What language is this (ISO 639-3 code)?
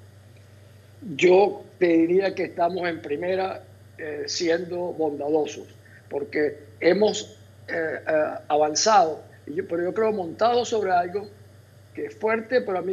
spa